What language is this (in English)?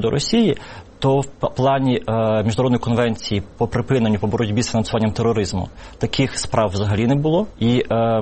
Ukrainian